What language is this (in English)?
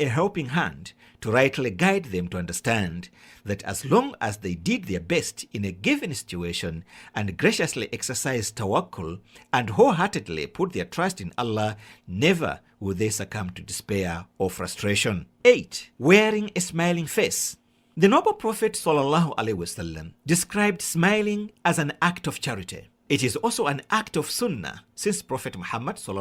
English